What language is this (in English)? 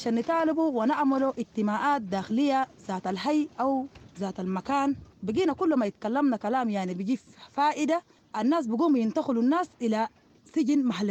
Sudanese Arabic